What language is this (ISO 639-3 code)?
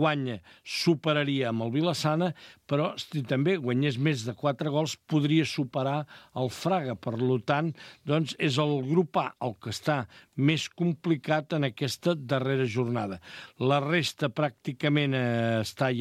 cat